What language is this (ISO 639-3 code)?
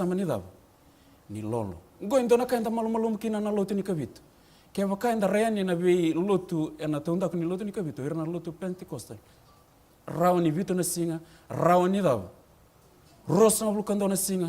fij